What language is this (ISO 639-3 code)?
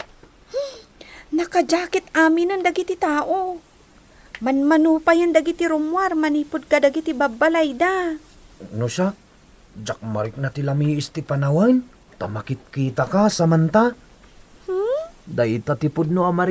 ilo